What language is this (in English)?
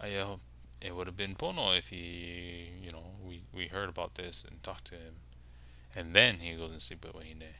Hawaiian